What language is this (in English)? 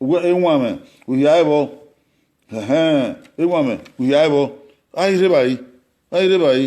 Bini